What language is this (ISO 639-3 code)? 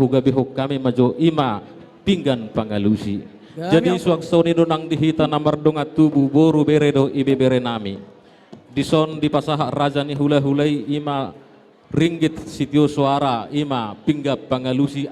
bbc